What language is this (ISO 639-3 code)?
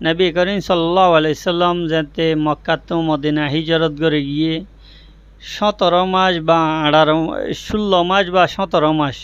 rhg